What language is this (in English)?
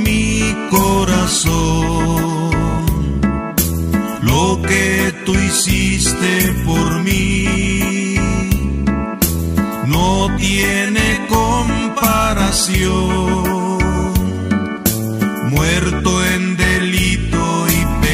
Spanish